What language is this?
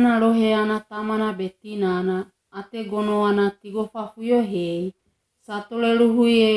Wagawaga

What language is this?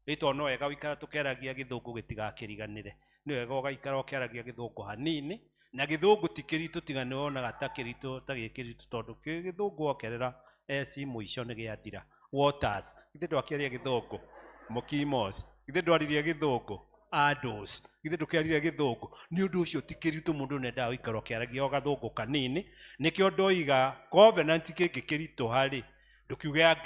Kikuyu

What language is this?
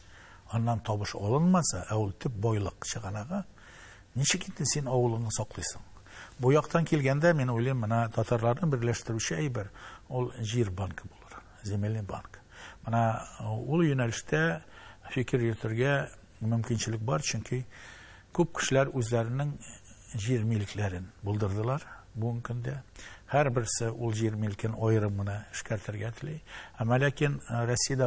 Tatar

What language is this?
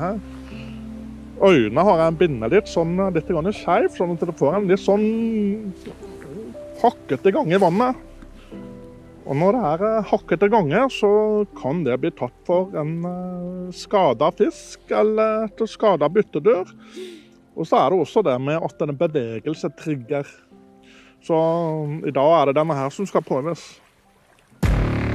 Norwegian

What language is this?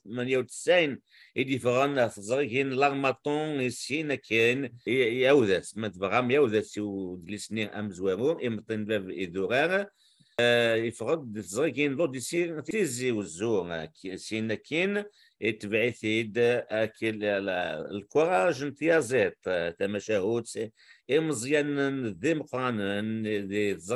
Kabyle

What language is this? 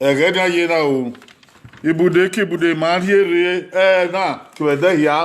Bini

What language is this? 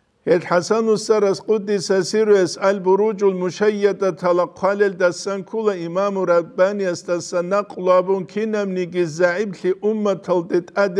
Avaric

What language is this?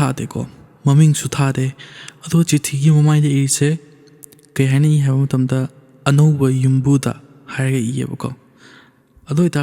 Manipuri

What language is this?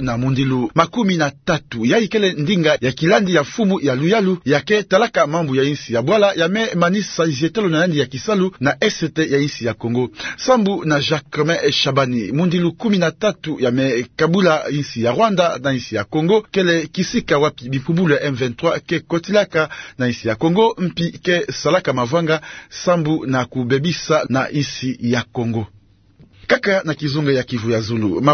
Kituba (Democratic Republic of Congo)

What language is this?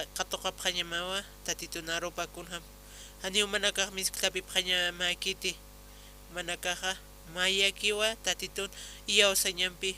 Aymara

